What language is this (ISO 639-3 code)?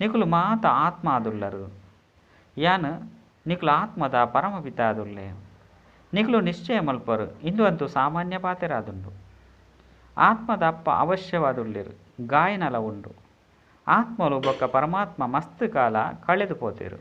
tcy